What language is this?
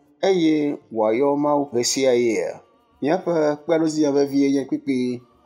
Ewe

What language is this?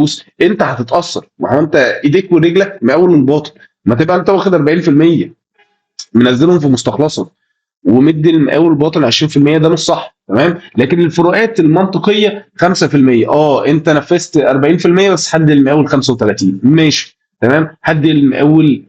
Egyptian Arabic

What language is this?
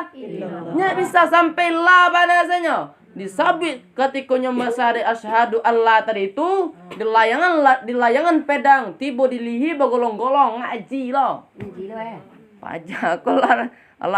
Minangkabau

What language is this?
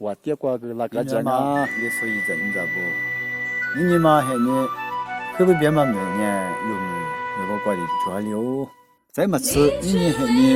Lisu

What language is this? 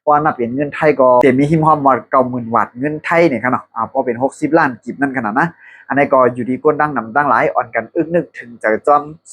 Shan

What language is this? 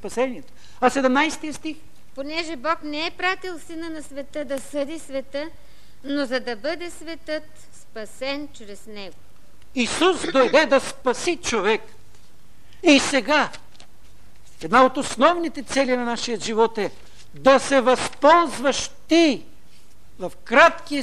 Bulgarian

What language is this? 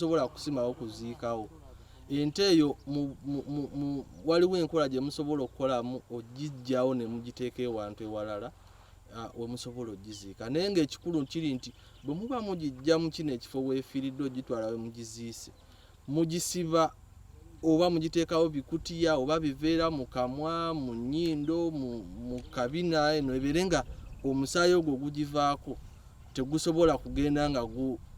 Ganda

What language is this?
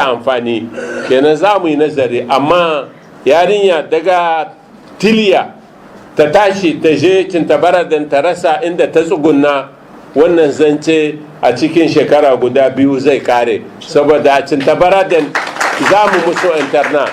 Hausa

